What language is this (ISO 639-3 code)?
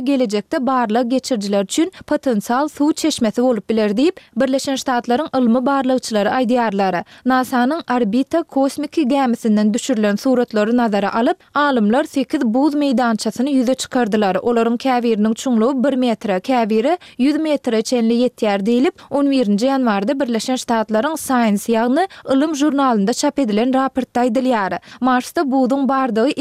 tuk